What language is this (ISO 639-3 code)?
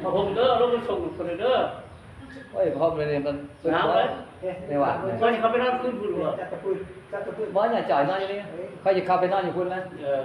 pli